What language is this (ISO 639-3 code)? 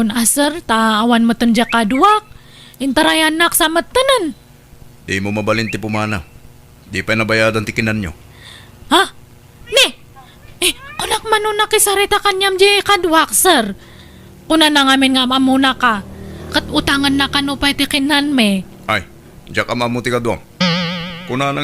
ilo